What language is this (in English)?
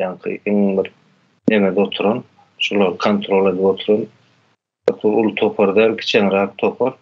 Turkmen